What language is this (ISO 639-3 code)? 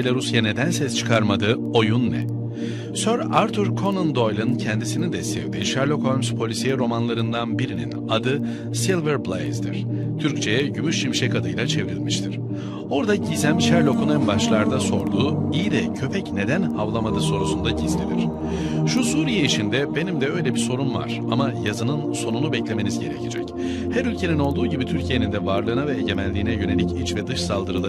tur